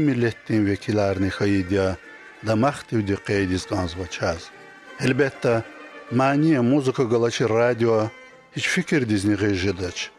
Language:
Lezghian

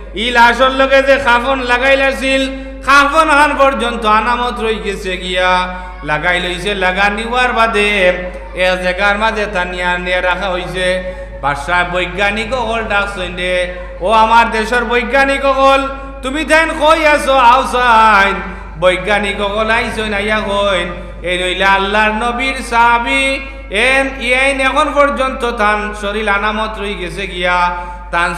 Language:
Sylheti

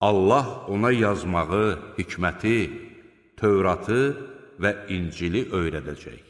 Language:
Azerbaijani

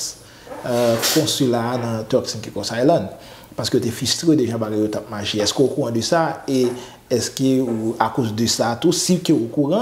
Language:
Haitian Creole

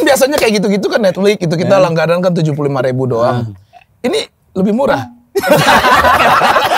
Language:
Indonesian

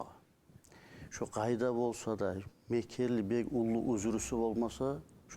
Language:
Kumyk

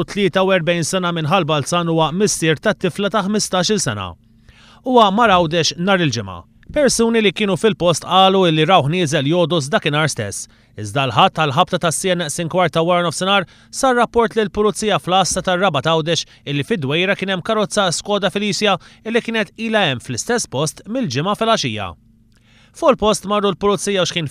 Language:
Maltese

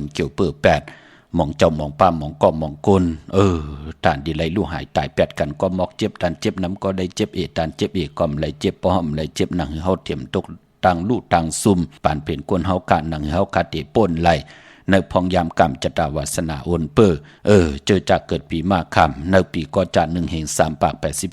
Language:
Shan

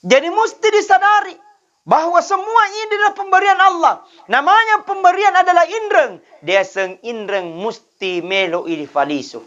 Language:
Buginese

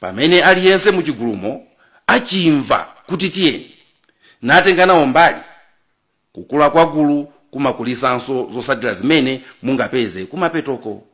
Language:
Nyanja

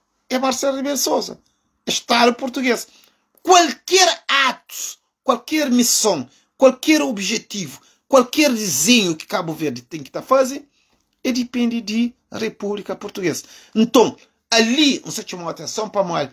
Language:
Kabuverdianu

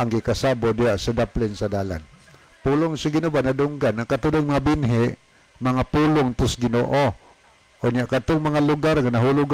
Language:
Cebuano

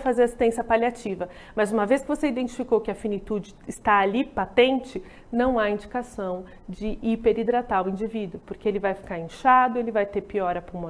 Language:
Portuguese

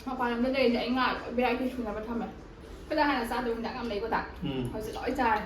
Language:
Manipuri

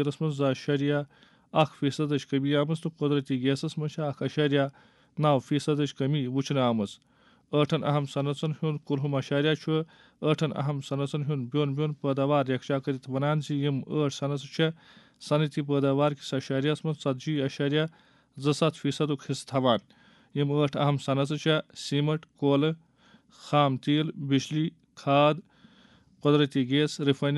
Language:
Kashmiri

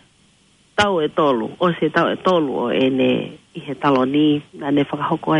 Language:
Tongan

